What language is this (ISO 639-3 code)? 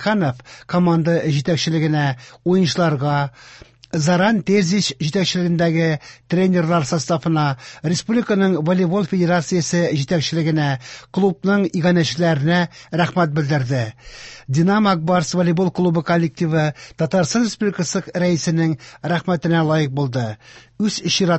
tat